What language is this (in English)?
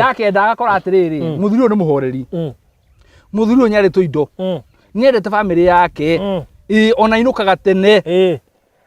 Kikuyu